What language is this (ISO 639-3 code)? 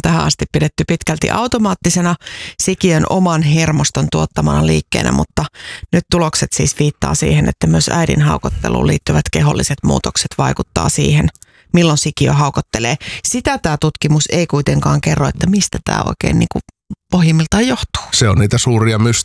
fin